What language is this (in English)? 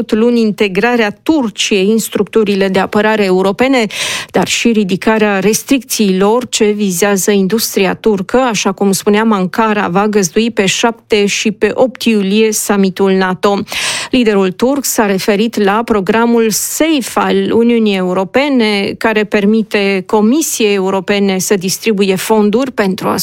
Romanian